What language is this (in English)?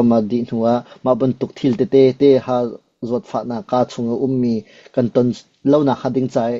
Hakha Chin